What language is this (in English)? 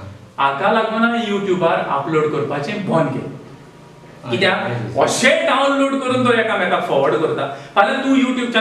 Konkani